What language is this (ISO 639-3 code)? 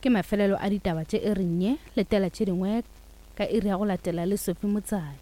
nso